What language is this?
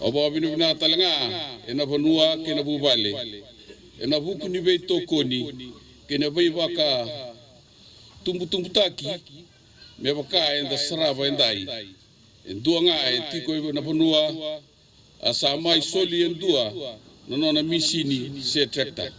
Fijian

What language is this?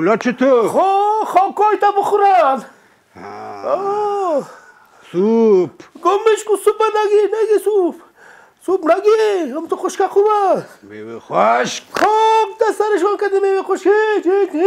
Persian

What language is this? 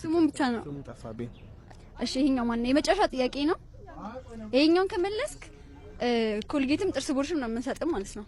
Amharic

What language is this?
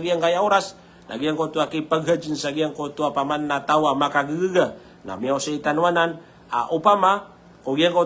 Maranao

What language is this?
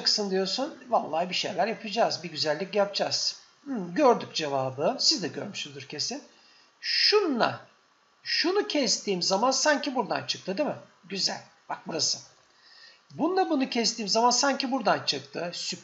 Turkish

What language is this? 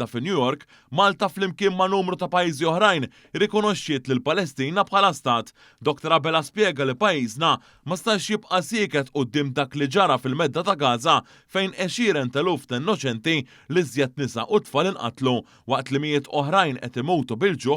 Maltese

